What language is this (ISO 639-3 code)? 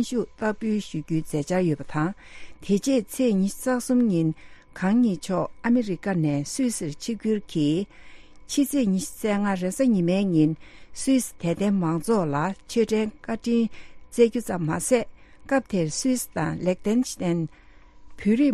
bod